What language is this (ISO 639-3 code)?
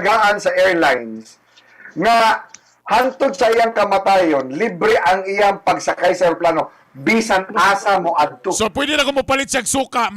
ceb